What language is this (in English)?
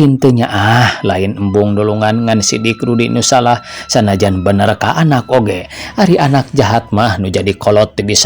Sundanese